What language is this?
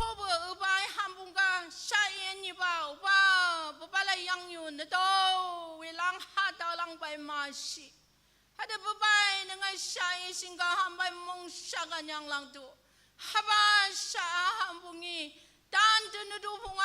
Naga Pidgin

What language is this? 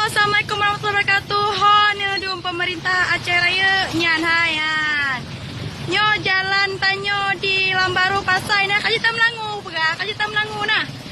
Achinese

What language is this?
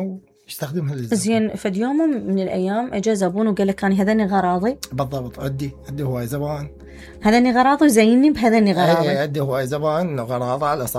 Mesopotamian Arabic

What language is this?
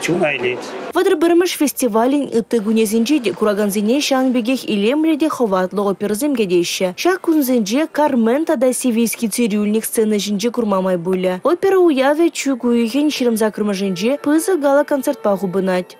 Chuvash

